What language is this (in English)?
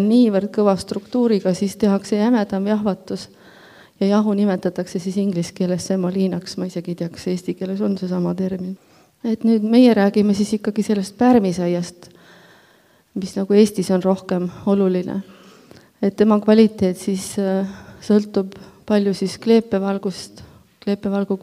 Estonian